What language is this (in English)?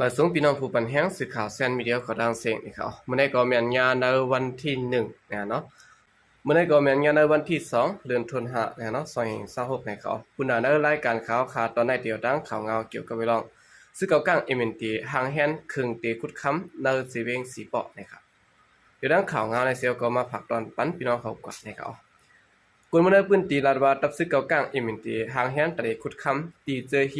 Shan